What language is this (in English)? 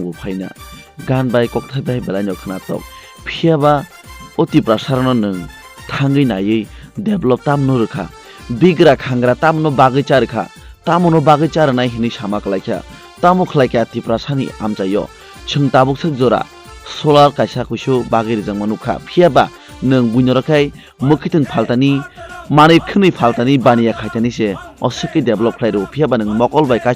Kok Borok